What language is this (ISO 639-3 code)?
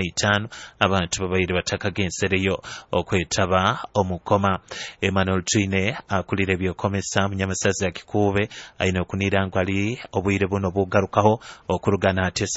nyo